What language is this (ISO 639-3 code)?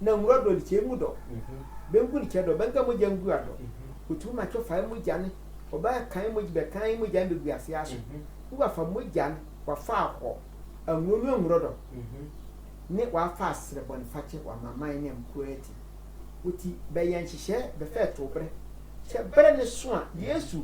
sfw